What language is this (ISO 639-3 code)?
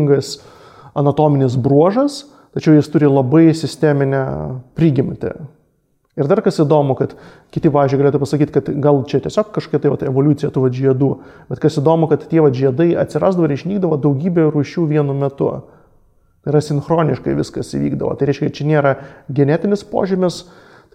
lit